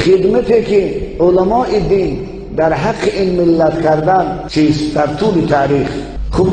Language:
Tajik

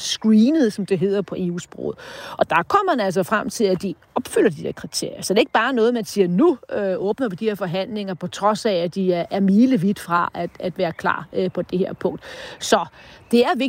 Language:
Danish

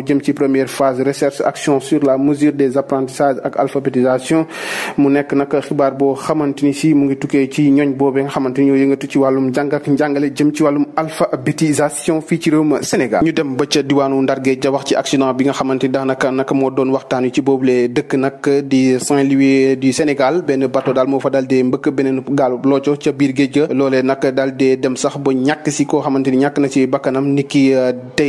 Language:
Wolof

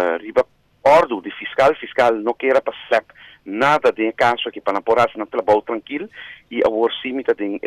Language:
Papiamento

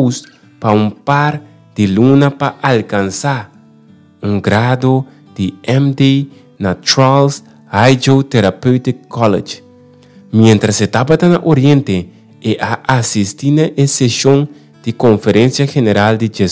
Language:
Papiamento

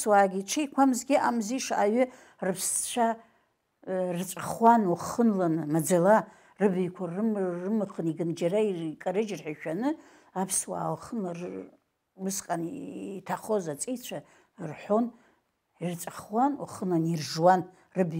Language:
Abkhazian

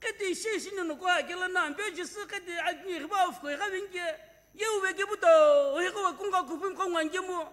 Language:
Sumi Naga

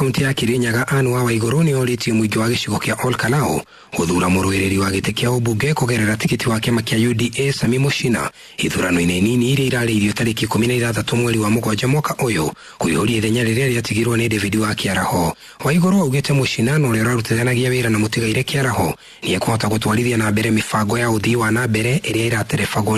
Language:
Kikuyu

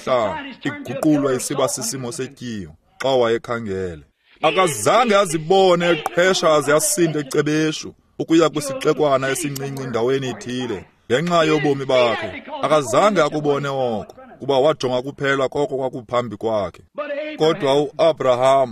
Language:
Xhosa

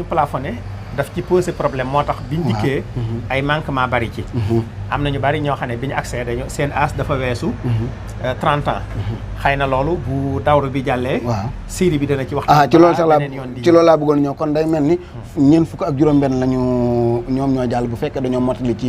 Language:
Wolof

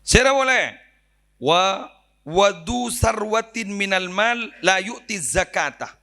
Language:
Madurese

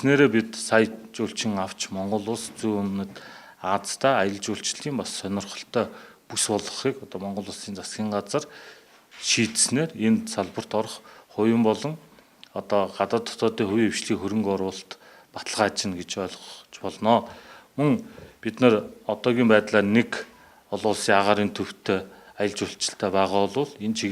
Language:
Mongolian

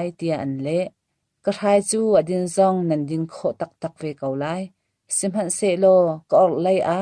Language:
Hakha Chin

